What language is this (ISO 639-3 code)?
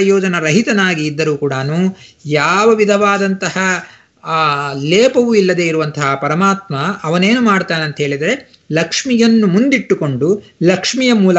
kan